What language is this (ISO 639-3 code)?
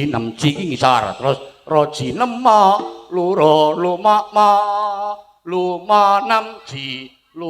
jav